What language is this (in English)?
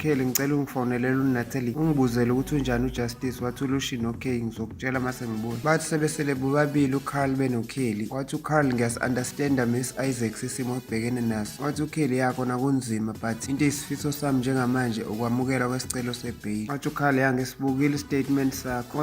Zulu